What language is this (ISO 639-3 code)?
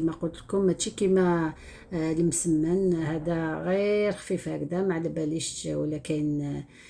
arq